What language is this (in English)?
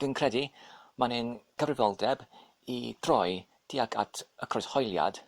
Welsh